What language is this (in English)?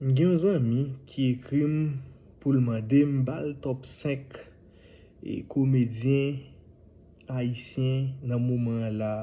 Haitian Creole